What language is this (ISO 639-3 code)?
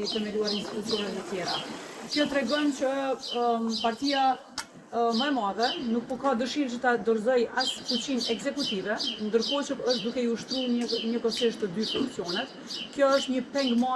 sqi